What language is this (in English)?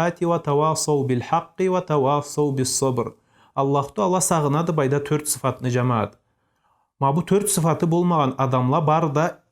Karachay-Balkar